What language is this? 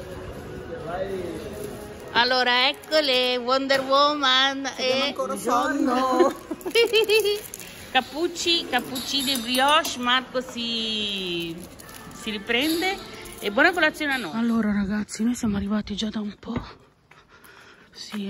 Italian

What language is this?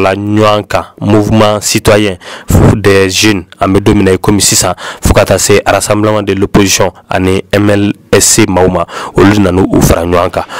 Bambara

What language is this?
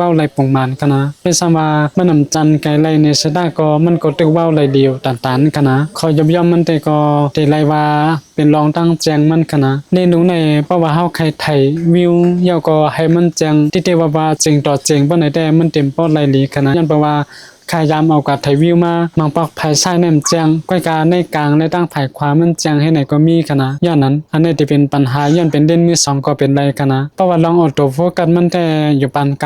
Shan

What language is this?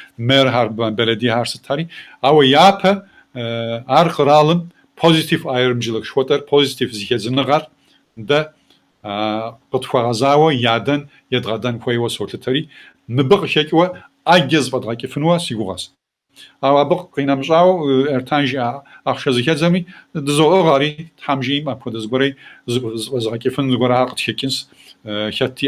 Kabardian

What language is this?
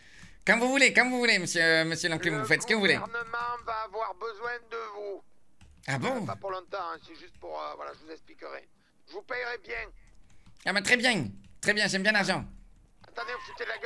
French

